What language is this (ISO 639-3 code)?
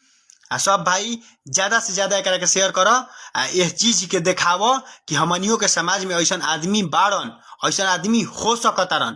bho